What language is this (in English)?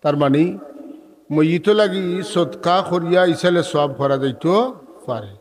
Sylheti